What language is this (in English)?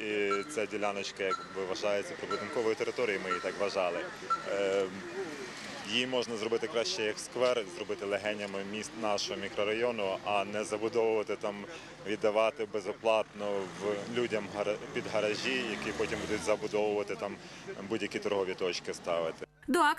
Ukrainian